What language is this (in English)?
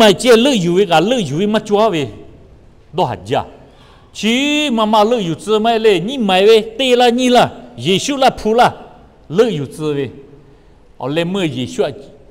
Lahu